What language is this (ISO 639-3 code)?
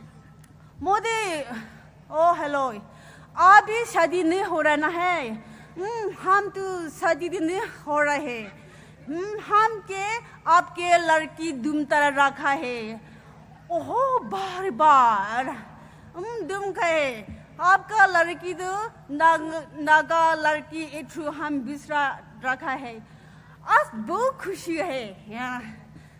pmx